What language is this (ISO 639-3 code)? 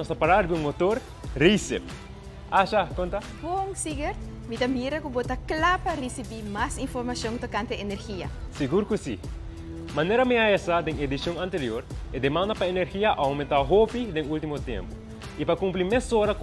pap